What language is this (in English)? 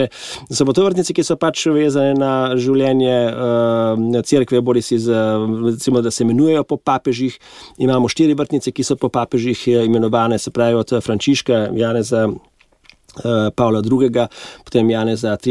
Slovenian